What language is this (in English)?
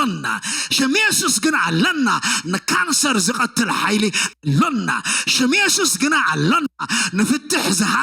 Tigrinya